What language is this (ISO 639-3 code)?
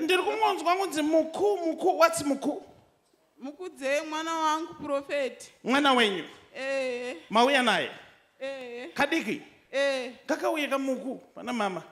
sna